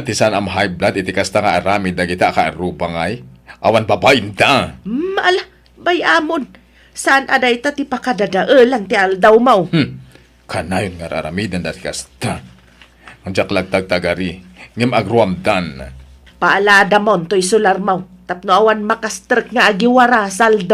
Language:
Iloko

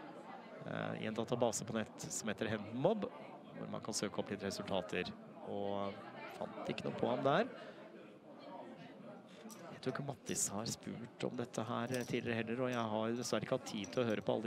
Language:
Norwegian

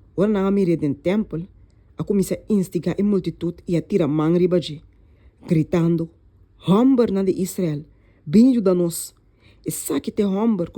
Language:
Papiamento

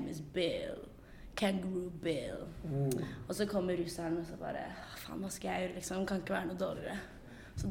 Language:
Norwegian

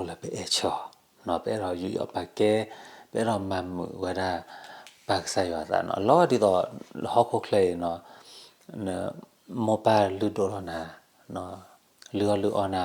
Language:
S'gaw Karen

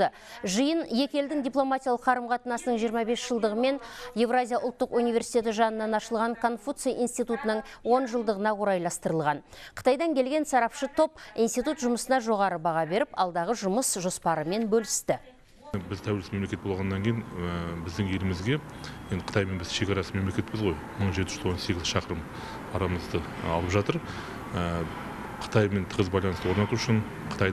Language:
Kazakh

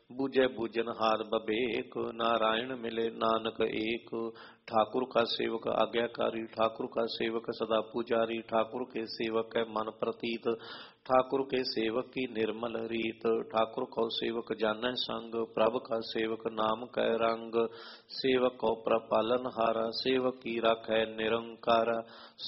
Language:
Punjabi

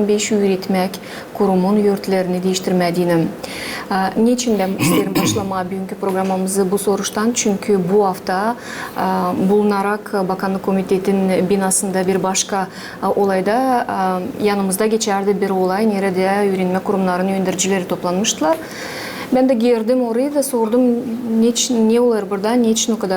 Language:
Gagauz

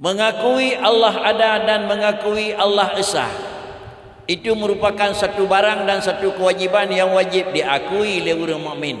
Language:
Achinese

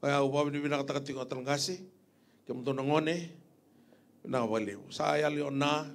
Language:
Fijian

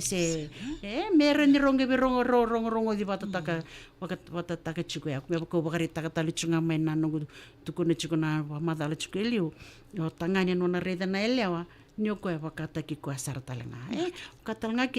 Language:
Fijian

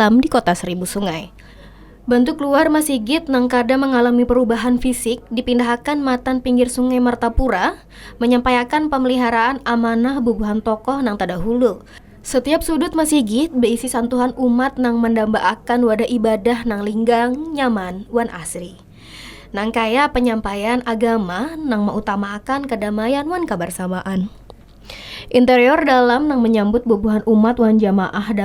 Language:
Banjar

